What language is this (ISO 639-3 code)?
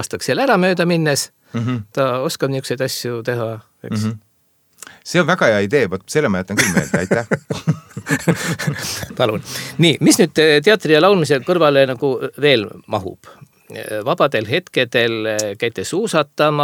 est